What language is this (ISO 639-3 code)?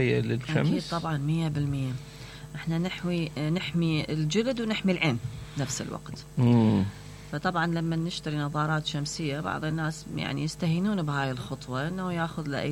acm